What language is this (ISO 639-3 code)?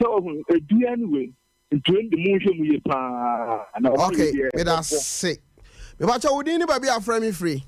aka